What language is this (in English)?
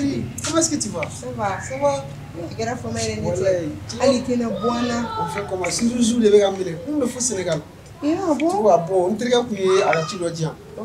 Bambara